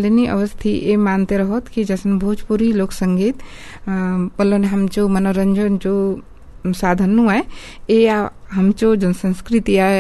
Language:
Bhojpuri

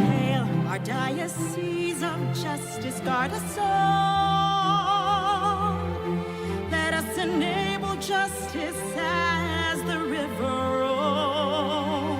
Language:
Pampanga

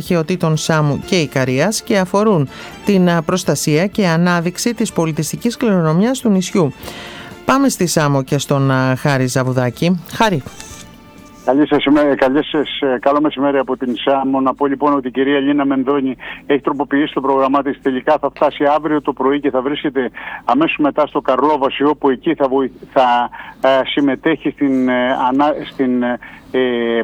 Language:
Greek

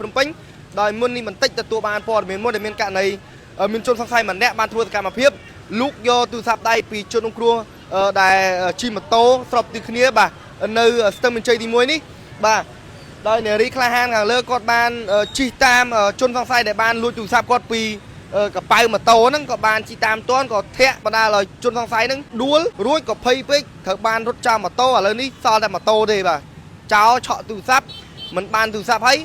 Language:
Khmer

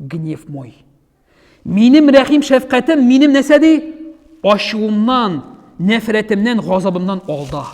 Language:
Tatar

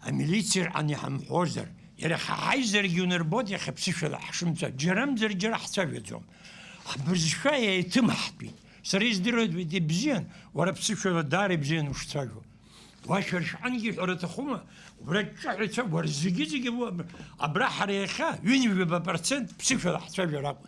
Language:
Abkhazian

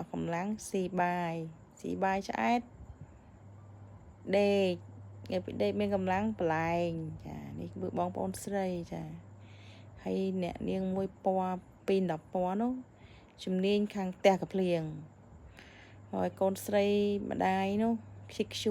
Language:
Khmer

